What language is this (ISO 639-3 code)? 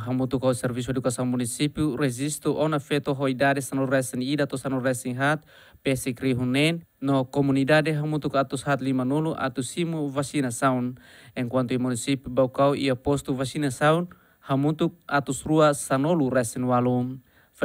tet